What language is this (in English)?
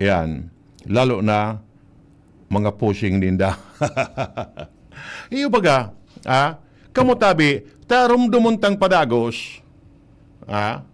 Bikol